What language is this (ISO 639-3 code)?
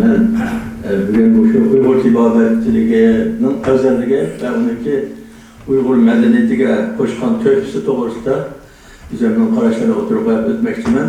uig